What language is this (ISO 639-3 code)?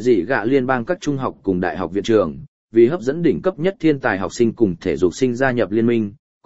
vie